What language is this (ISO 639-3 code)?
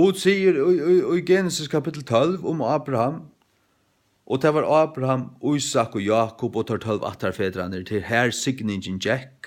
fao